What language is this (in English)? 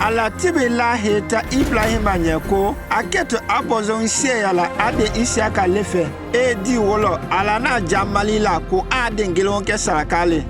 Konyanka Maninka